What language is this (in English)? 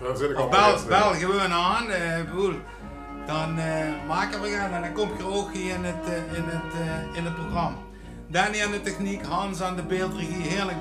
Limburgish